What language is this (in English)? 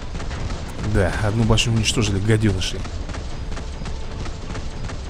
Russian